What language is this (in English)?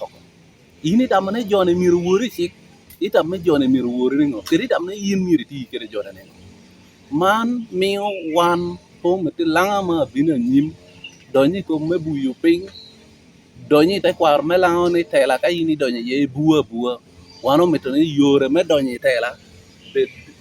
Lango (Uganda)